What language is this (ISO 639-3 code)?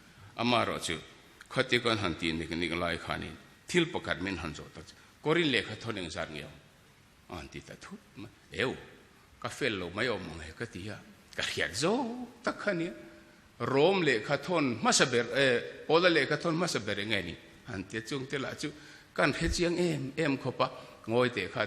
lus